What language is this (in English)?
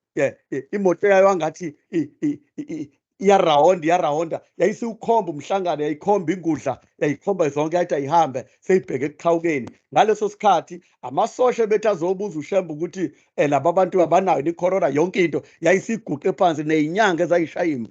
Zulu